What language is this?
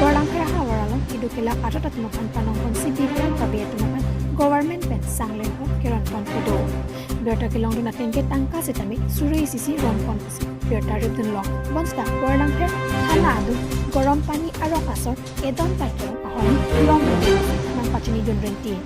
Karbi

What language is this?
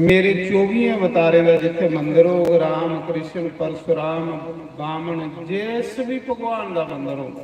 Dogri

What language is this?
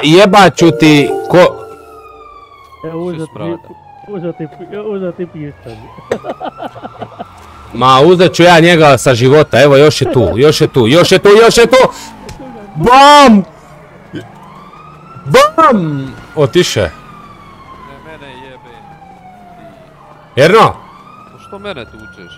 Croatian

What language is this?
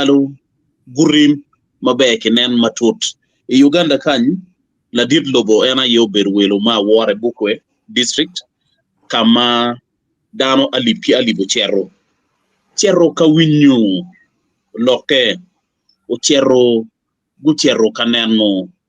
Acoli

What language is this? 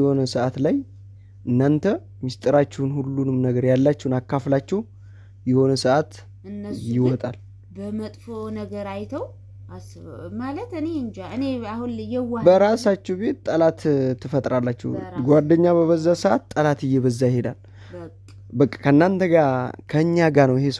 Amharic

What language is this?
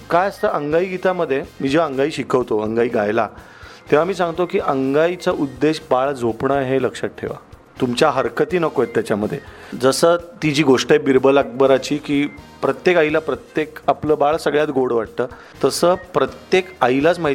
Marathi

